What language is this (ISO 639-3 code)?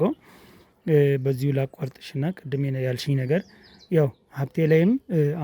amh